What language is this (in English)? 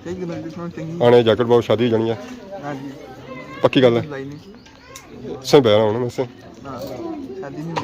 Pahari-Potwari